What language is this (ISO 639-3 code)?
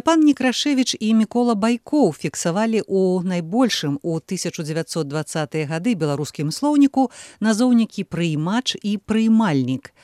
bel